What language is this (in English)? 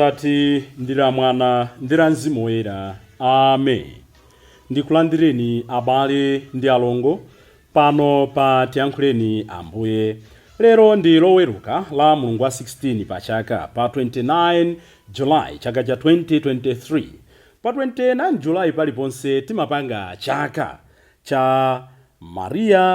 Nyanja